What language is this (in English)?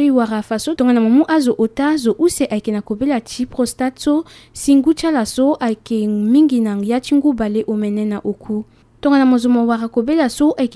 Sango